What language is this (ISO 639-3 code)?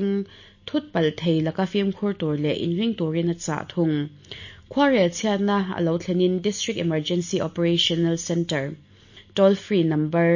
lus